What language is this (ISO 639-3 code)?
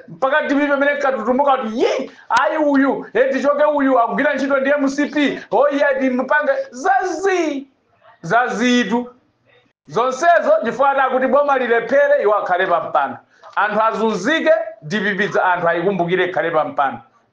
nya